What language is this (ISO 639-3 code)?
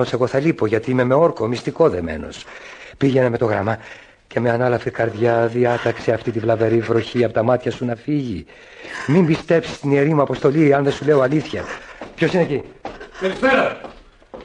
ell